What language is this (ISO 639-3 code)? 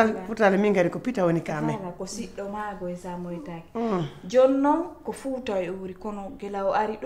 fuf